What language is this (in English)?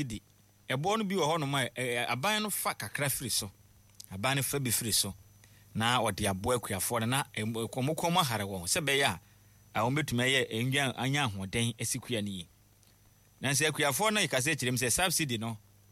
Akan